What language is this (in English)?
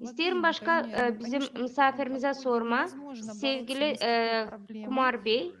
Gagauz